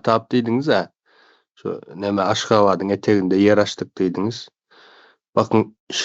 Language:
Turkmen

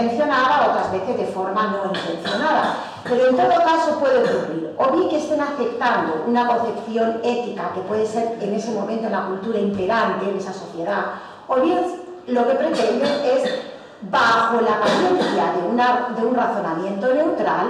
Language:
Spanish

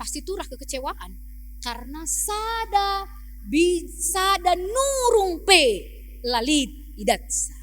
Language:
Batak Karo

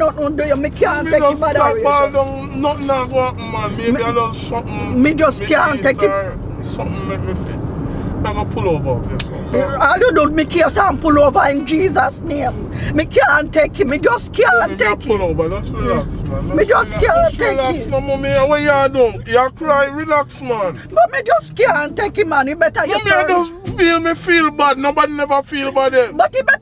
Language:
Jamaican Creole English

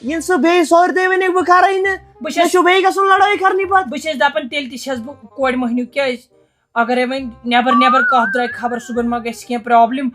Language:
Kashmiri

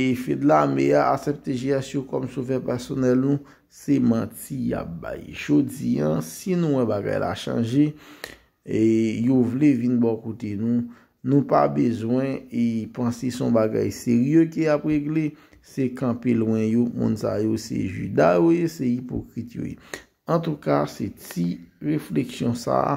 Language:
Haitian Creole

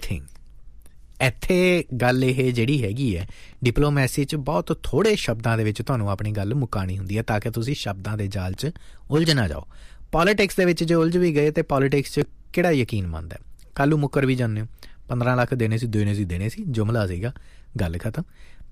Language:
Punjabi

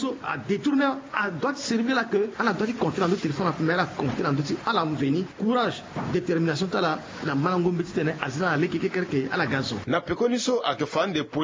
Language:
Sango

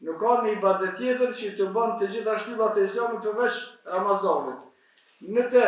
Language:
Albanian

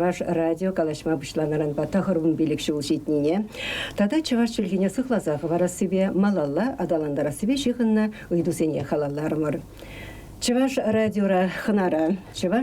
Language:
Chuvash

